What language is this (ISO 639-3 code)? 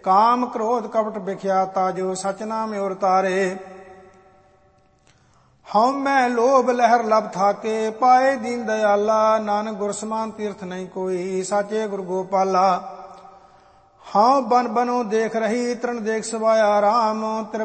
pan